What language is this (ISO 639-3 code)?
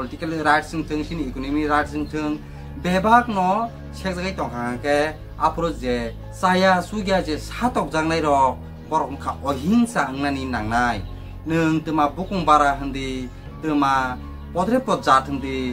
trp